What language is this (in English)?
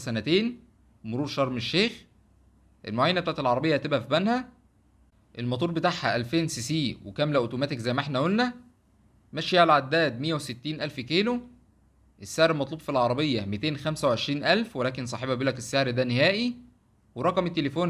Egyptian Arabic